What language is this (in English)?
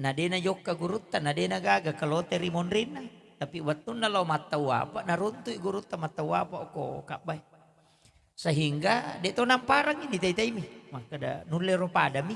Buginese